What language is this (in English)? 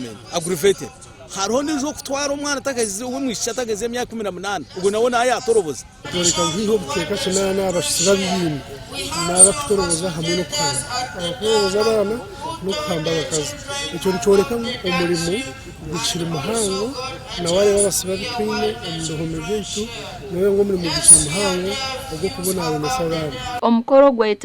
Nyankole